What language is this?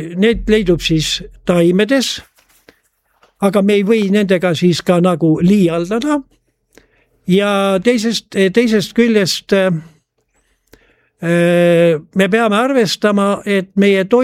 Estonian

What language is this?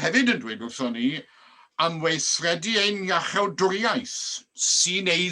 Welsh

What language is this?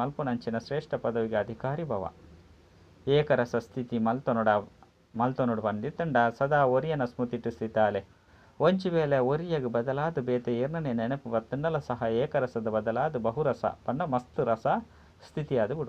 Tulu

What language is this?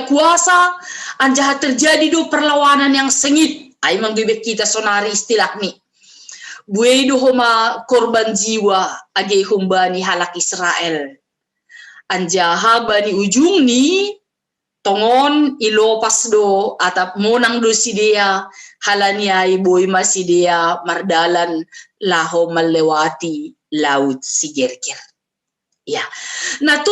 Batak Simalungun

